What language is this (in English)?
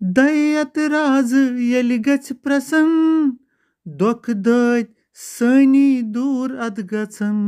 Kashmiri